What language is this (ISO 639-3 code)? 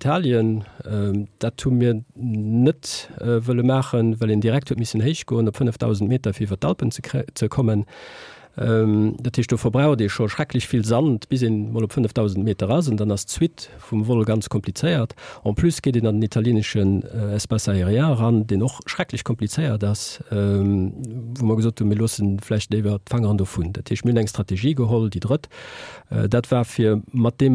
ltz